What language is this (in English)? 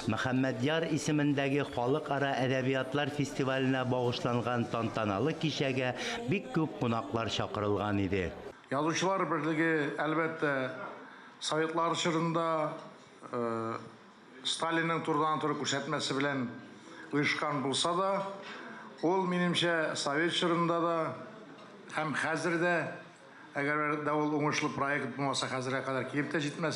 Tatar